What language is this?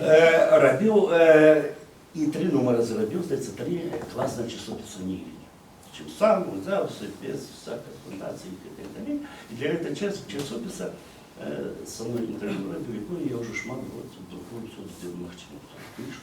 Belarusian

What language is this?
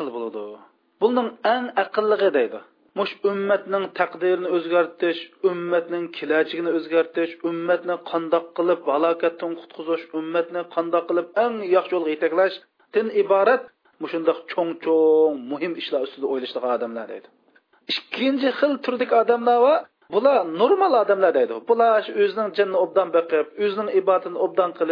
Uyghur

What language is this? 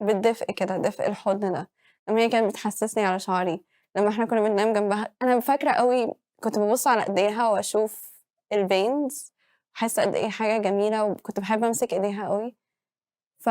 Egyptian Arabic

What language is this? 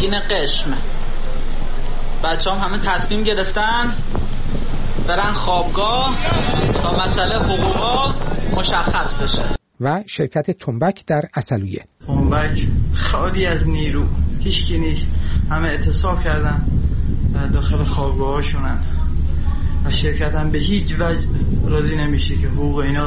Persian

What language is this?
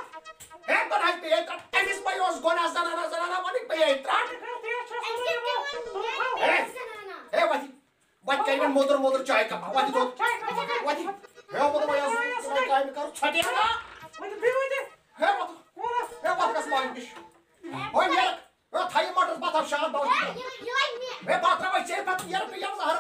Kashmiri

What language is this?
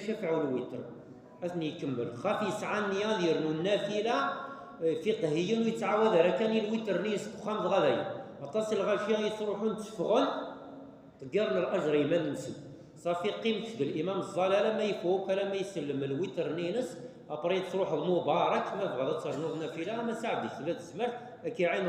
Kabyle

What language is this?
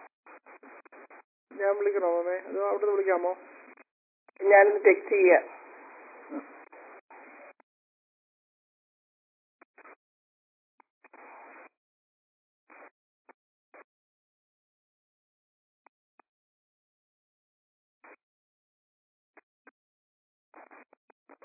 Malayalam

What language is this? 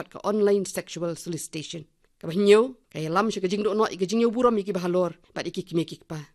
Khasi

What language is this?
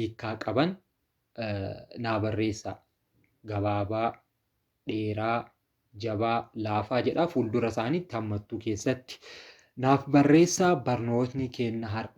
Oromo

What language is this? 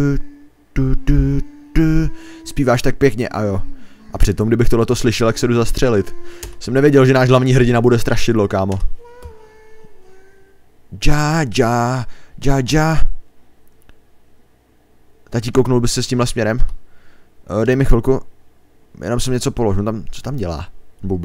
Czech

